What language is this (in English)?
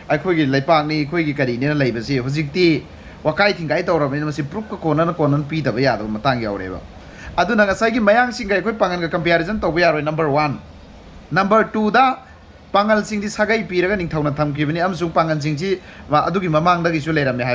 Manipuri